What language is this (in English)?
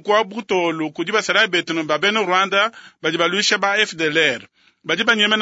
Luba-Lulua